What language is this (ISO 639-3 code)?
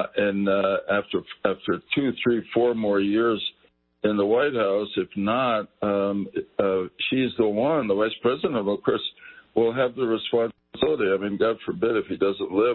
eng